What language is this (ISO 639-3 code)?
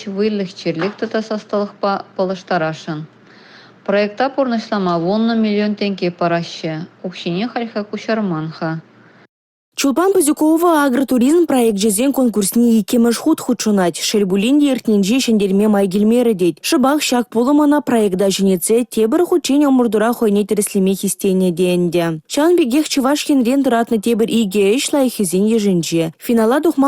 chv